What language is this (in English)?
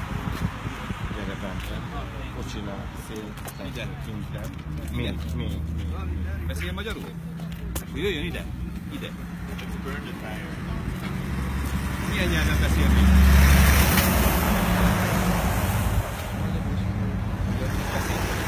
Hungarian